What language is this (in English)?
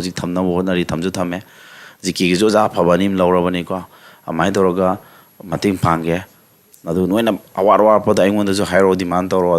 Manipuri